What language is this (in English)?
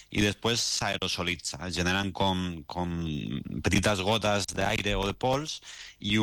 Catalan